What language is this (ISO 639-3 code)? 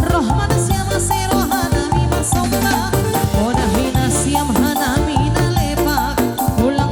bts